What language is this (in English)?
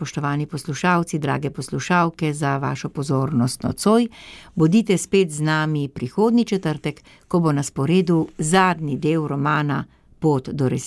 Slovenian